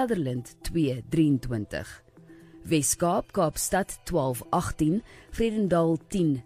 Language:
Afrikaans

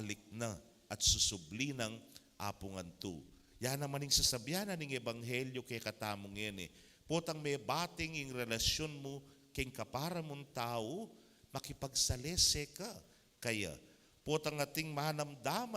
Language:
Pampanga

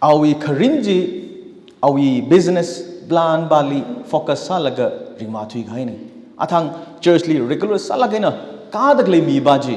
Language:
Tangkhul Naga (India)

